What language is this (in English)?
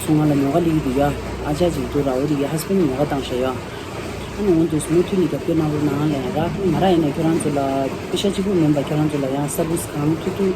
Tibetan